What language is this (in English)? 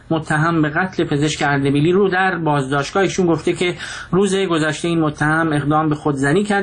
Persian